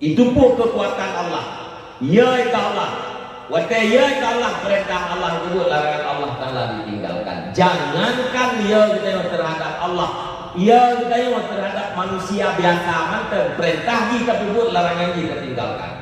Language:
Achinese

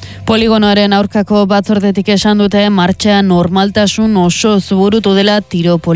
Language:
Basque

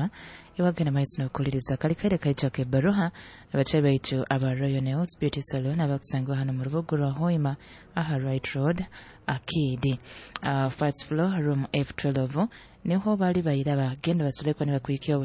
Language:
Nyoro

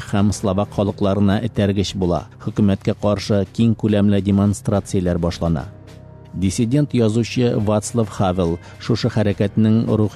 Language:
Tatar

